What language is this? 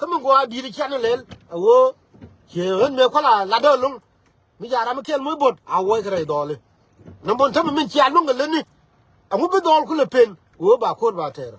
Nuer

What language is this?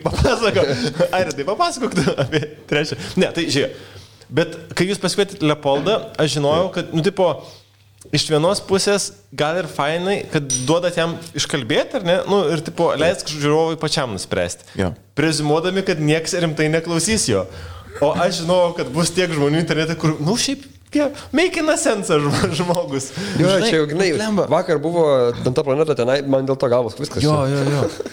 Lithuanian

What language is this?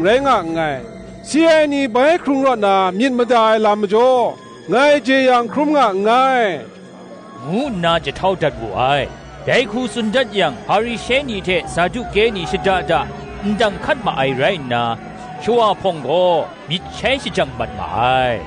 Kachin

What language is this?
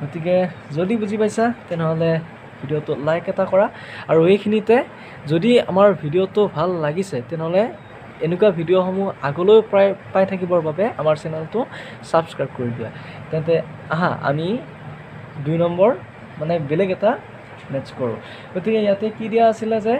Assamese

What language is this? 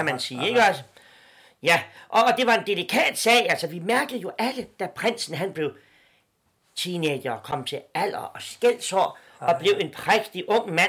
Danish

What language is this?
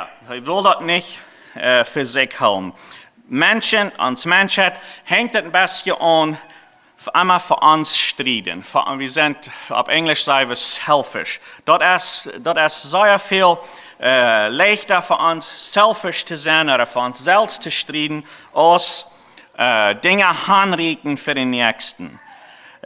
Plautdietsch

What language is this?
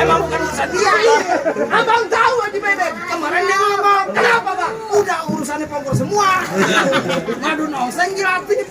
Betawi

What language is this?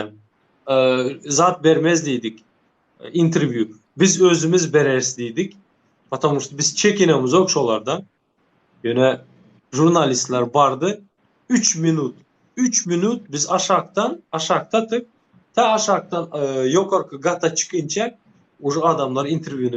Turkmen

